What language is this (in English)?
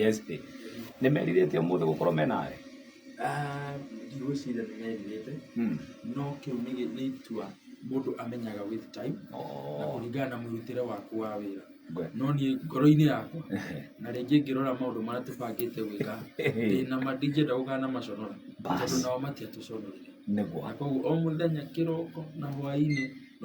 Kikuyu